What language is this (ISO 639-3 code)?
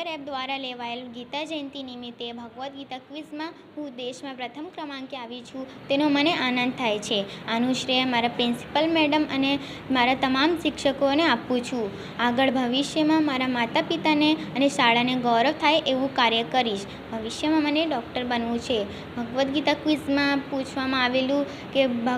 guj